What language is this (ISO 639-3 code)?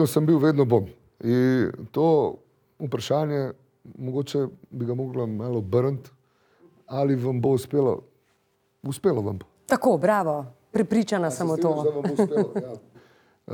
slv